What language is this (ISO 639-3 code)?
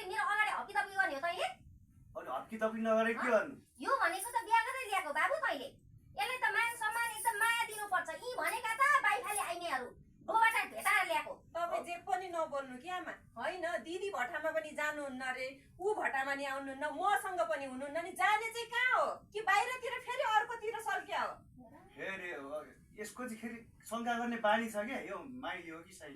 nep